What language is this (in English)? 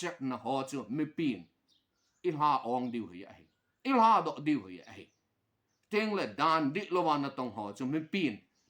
Thado Chin